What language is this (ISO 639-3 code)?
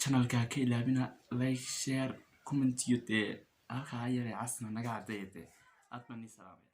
som